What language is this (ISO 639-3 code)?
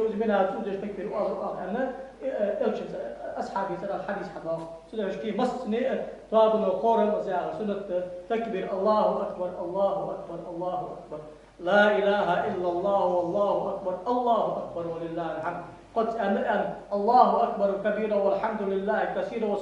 inh